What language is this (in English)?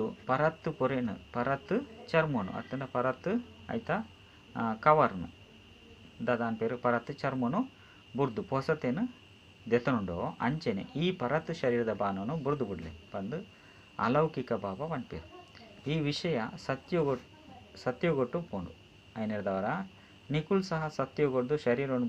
Tulu